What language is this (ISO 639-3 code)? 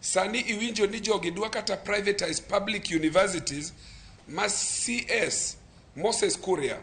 luo